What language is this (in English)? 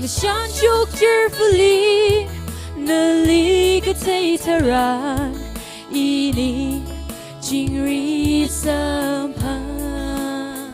Tangkhul Naga (India)